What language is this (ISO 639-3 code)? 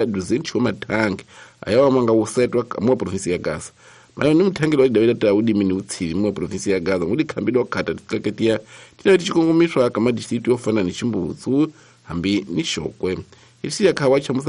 tso